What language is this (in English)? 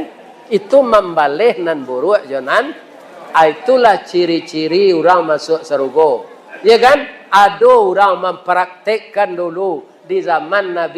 Minangkabau